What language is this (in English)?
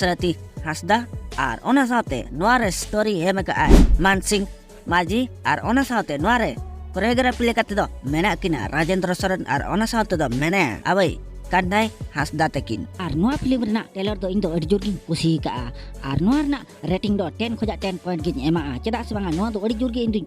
Santali